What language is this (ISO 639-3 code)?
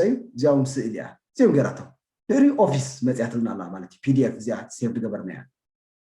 tir